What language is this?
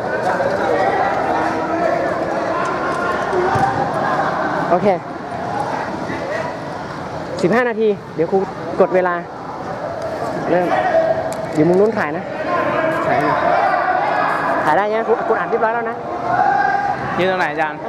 Thai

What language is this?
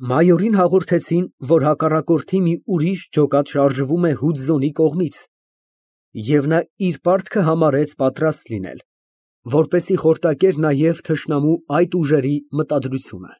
Armenian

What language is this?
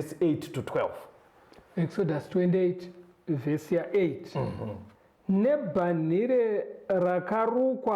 Shona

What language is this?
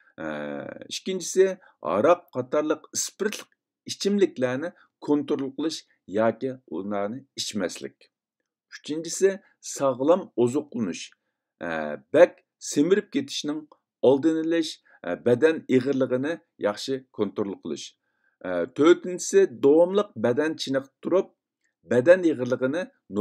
Uyghur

